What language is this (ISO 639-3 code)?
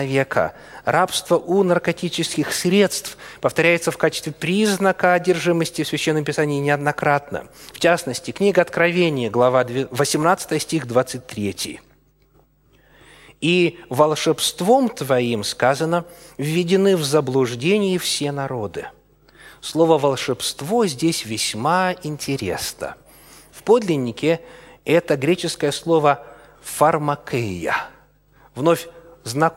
rus